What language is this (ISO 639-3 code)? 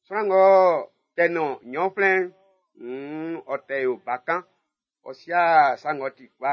bci